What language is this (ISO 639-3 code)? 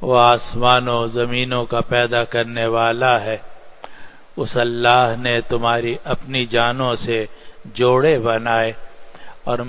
urd